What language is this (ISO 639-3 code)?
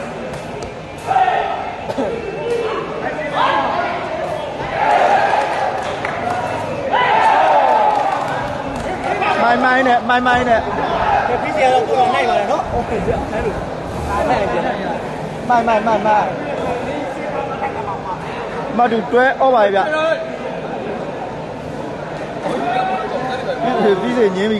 mya